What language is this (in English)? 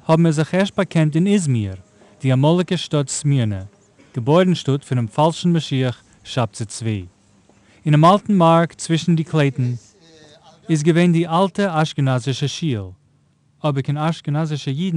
Yiddish